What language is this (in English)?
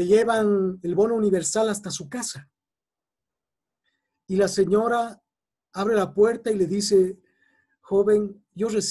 Spanish